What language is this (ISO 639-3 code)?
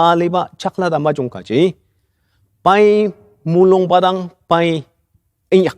njo